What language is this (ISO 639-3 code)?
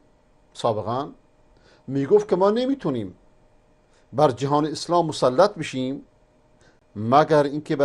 fas